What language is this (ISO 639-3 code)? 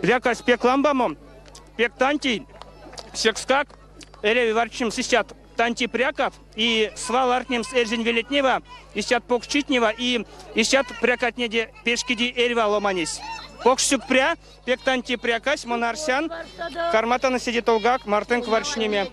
myv